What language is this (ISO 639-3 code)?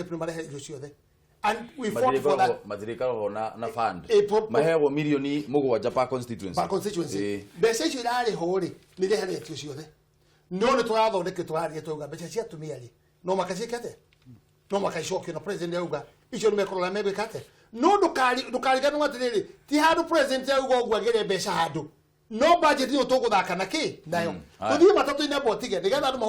kik